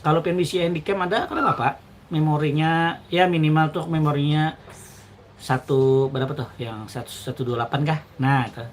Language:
Banjar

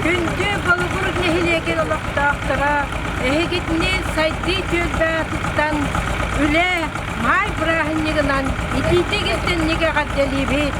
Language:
Yakut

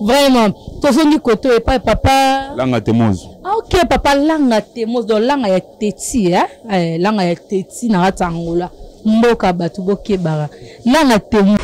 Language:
Lingala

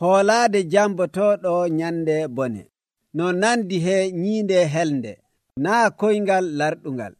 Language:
Nigerian Fulfulde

